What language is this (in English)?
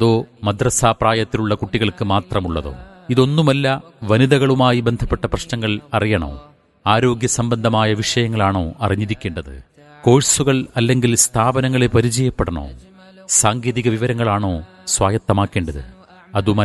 Malayalam